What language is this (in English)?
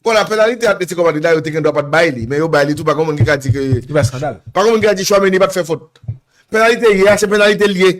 Haitian Creole